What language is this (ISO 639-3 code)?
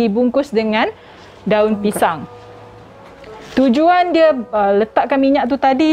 msa